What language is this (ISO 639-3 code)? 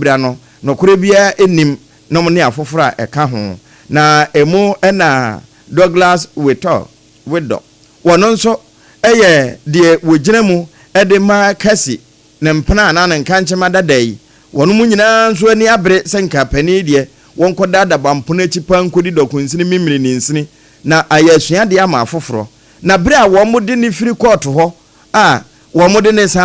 aka